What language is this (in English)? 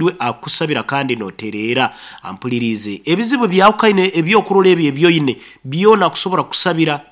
Nyankole